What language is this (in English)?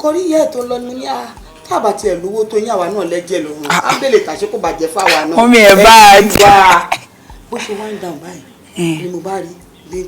Yoruba